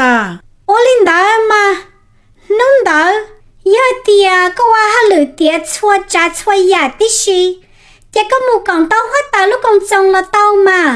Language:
Hmong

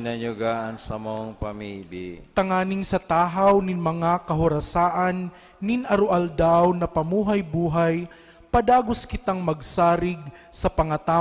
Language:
Bikol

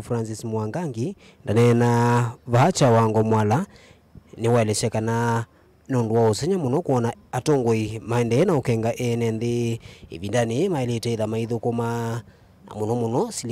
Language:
Kamba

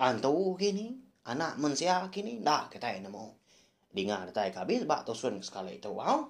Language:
Iban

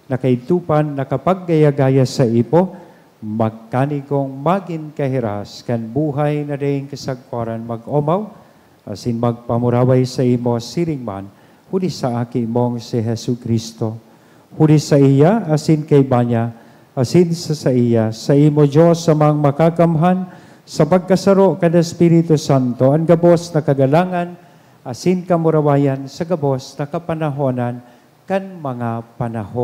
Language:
Bikol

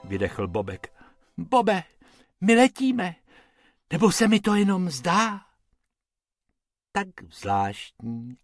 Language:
Czech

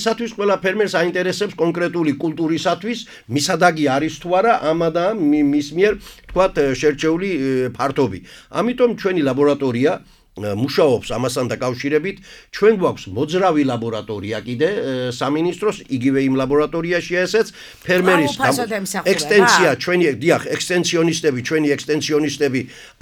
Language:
Georgian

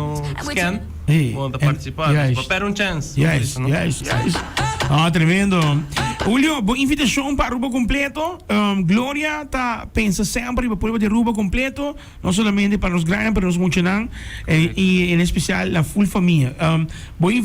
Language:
Papiamento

